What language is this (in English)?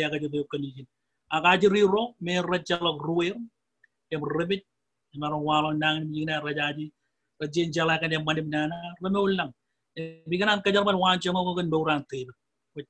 Marshallese